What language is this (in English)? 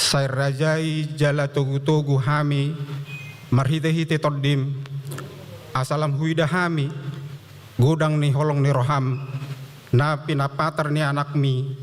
Batak Toba